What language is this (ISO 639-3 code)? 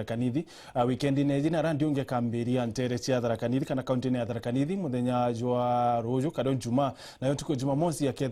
mer